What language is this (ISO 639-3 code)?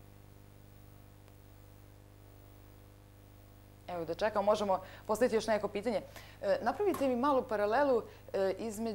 srp